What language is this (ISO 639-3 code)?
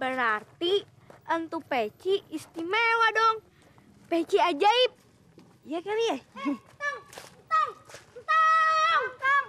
bew